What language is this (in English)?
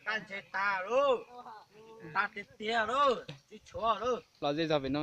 Hmong